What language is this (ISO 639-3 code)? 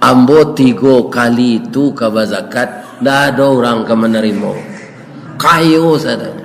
min